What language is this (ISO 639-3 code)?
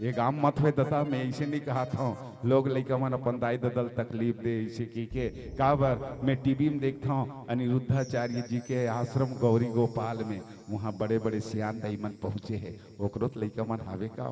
hne